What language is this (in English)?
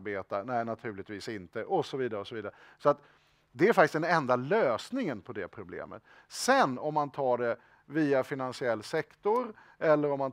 Swedish